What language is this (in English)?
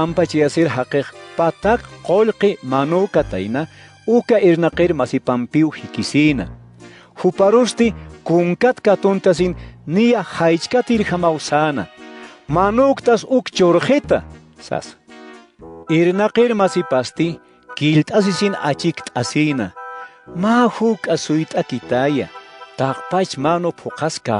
Aymara